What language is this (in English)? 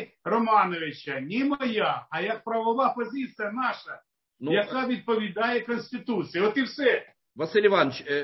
Ukrainian